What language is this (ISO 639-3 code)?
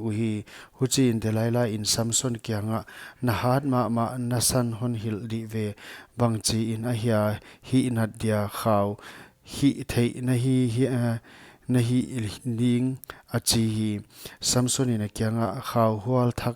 pck